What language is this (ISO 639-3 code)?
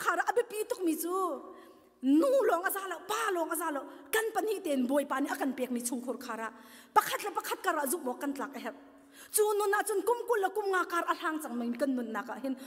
cnh